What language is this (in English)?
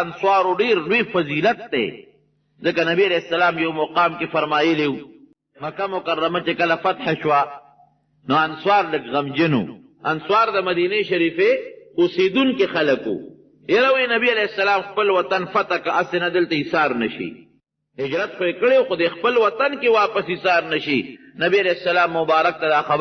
Pashto